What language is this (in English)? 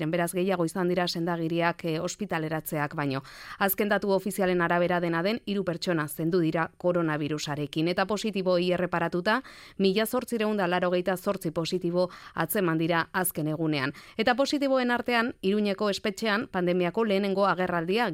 Basque